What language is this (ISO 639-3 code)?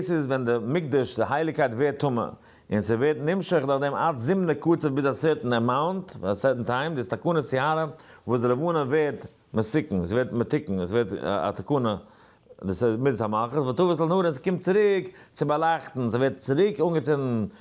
yid